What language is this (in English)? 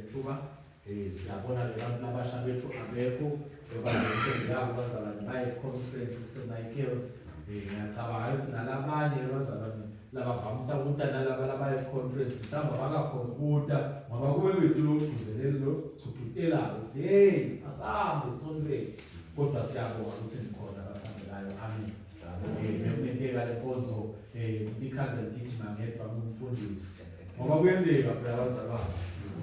Swati